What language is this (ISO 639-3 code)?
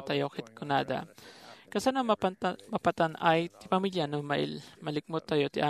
ilo